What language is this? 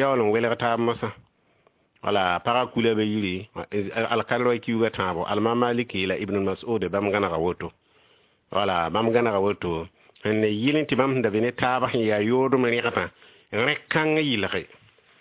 Mossi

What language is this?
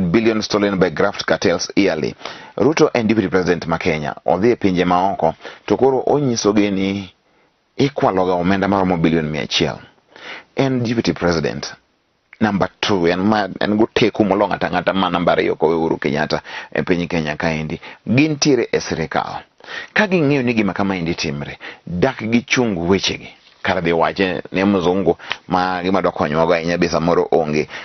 Luo (Kenya and Tanzania)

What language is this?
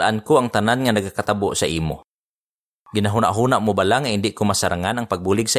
Hiligaynon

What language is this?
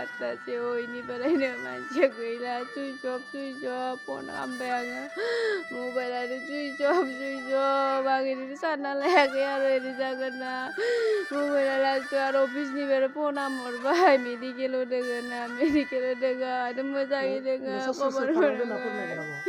Bodo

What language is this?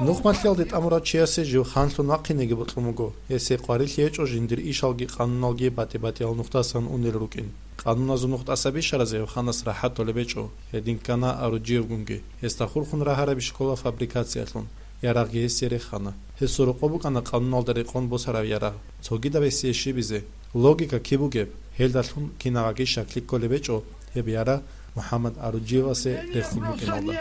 Avaric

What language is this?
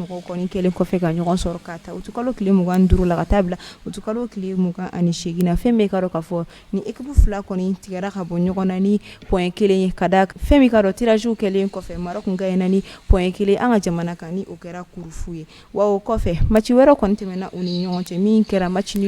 Bambara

